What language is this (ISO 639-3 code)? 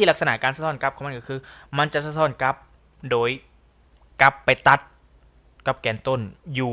lao